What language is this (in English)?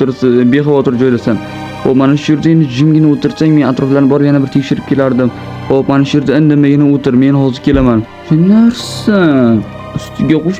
Uzbek